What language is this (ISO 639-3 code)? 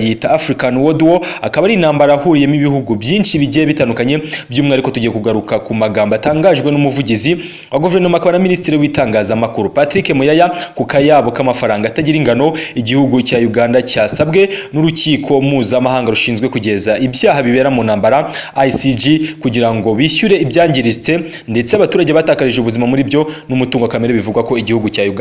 kin